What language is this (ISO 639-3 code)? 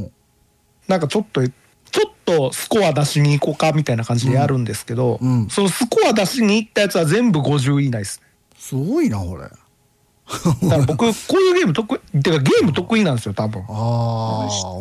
jpn